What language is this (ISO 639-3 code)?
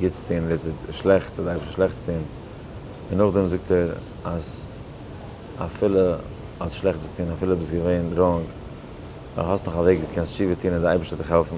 yid